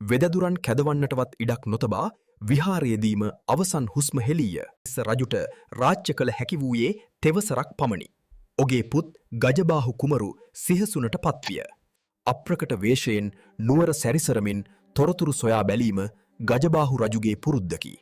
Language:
Sinhala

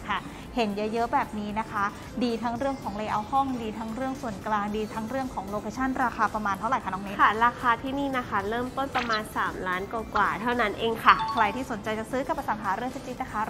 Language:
Thai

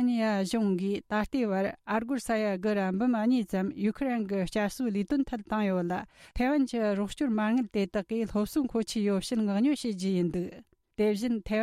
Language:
Tibetan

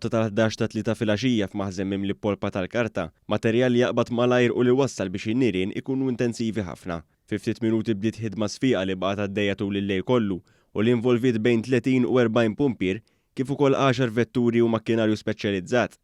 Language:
Maltese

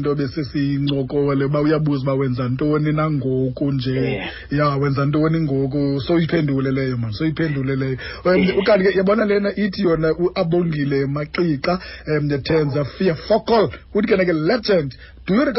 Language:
Xhosa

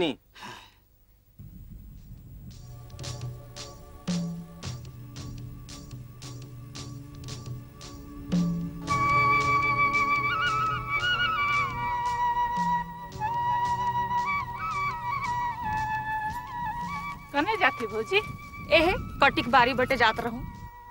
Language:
Sadri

